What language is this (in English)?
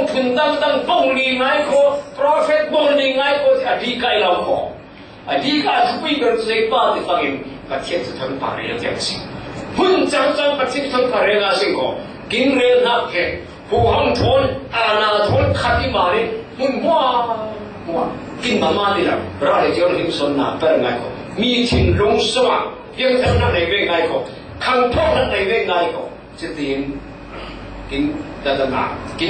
Falam Chin